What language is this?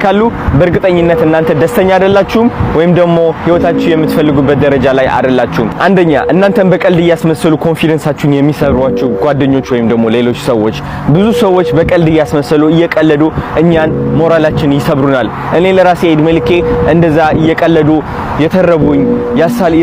Amharic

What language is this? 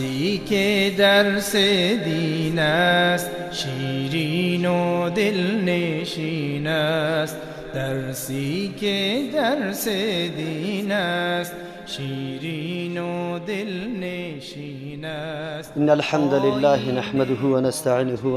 Persian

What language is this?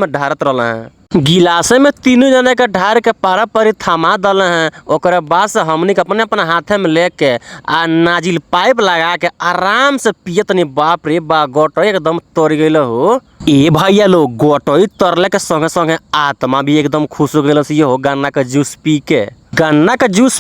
Bhojpuri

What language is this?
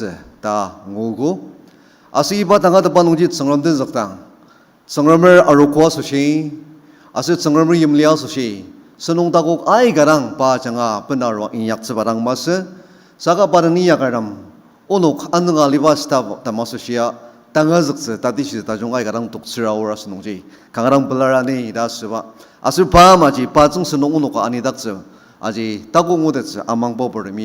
Ao Naga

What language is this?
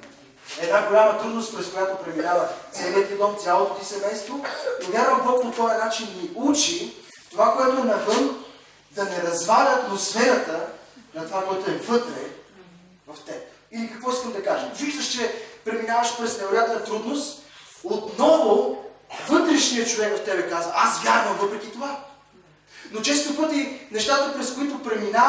Bulgarian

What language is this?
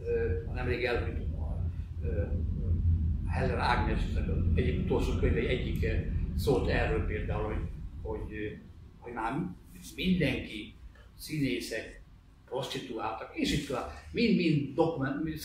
Hungarian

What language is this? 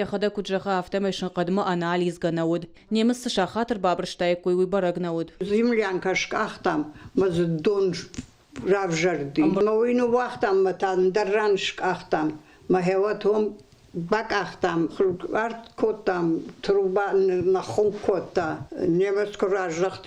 Ossetic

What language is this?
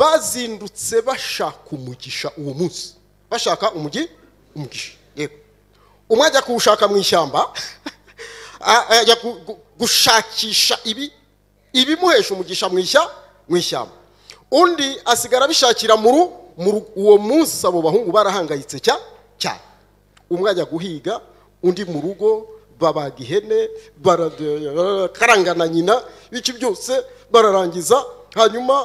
Kinyarwanda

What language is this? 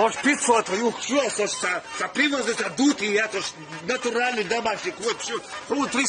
Chechen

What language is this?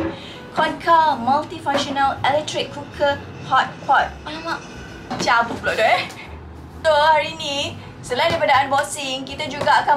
Malay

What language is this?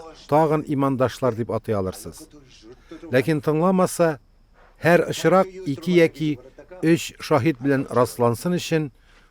Tatar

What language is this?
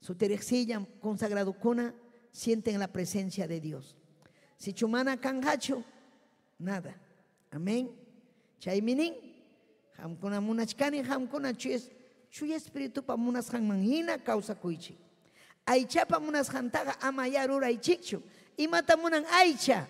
Ayacucho Quechua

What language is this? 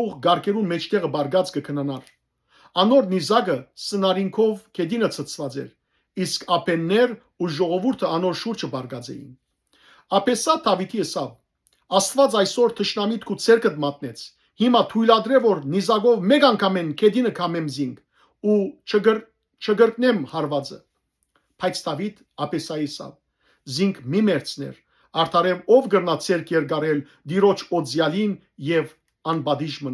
Western Armenian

